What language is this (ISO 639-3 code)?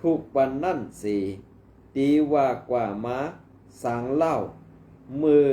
shn